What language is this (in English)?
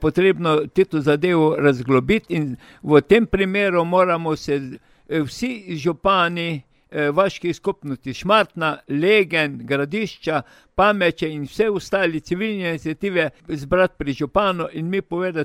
Slovenian